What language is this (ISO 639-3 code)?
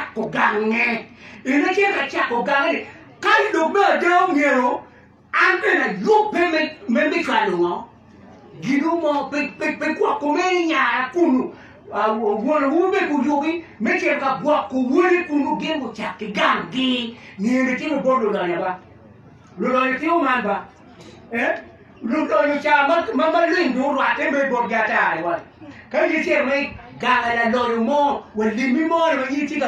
ach